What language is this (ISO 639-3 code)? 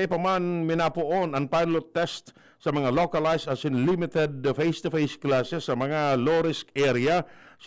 bik